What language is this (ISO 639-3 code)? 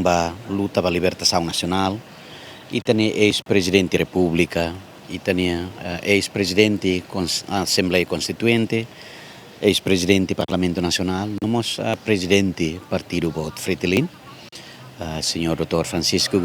tet